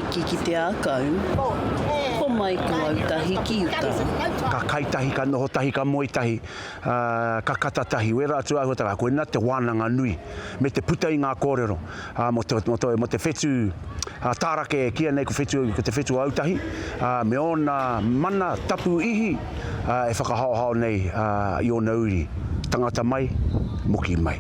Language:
Māori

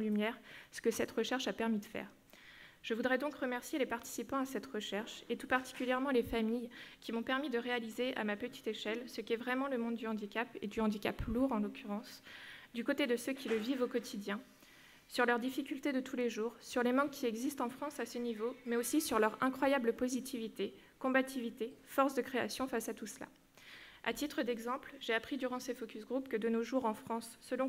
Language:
French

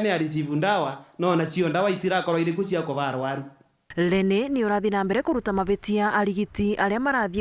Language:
Meru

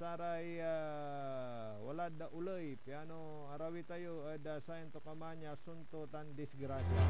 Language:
Pangasinan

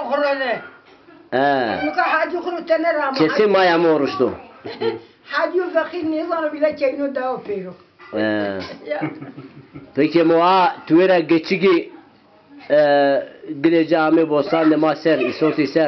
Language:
Zaza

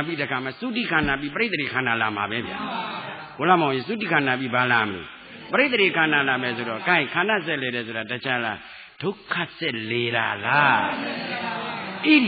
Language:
Burmese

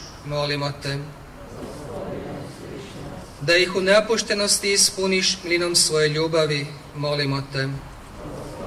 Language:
Croatian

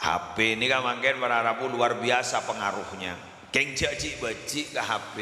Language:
Madurese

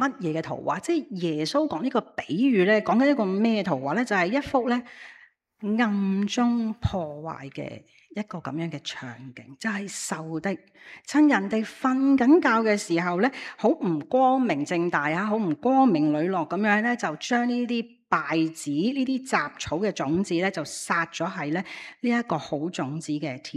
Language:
Cantonese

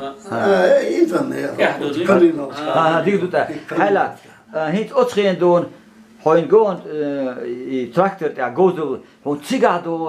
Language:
Chechen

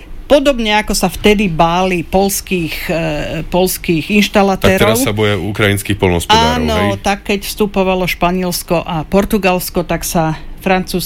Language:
Slovak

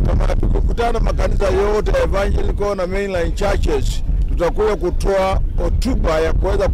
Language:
Kamba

